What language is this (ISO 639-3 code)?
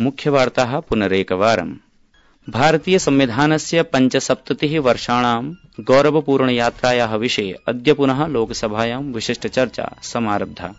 san